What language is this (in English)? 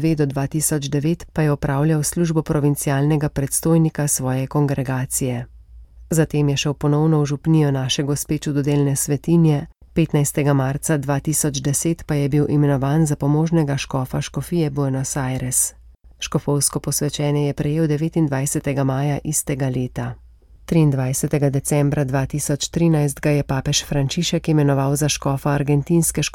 Slovenian